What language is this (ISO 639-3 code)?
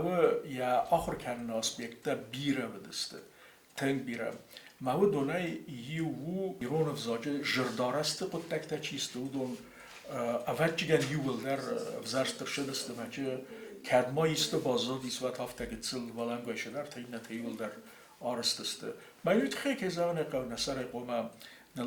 oss